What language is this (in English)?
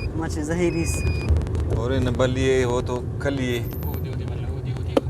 Brahui